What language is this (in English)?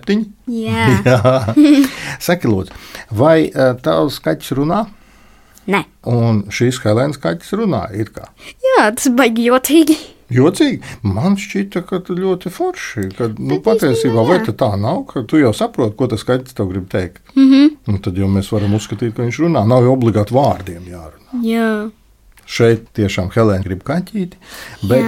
Latvian